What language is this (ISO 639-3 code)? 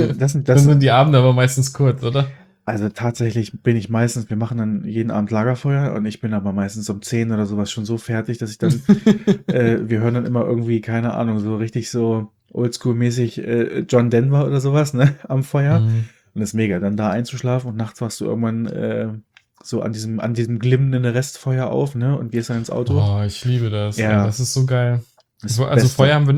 deu